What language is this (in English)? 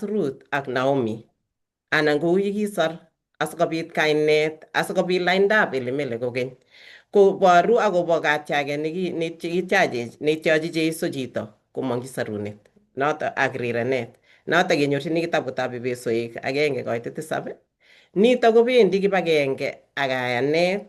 Kalenjin